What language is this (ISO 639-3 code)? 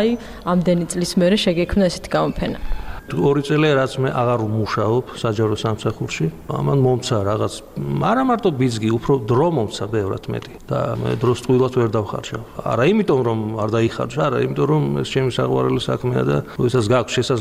kat